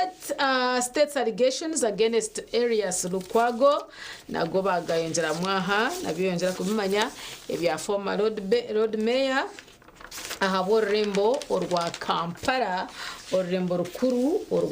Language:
Nyankole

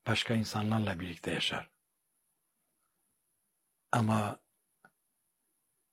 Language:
Turkish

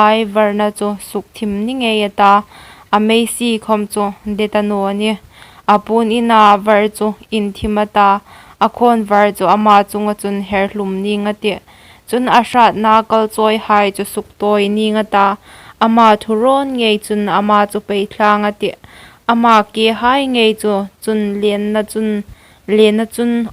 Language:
Hmar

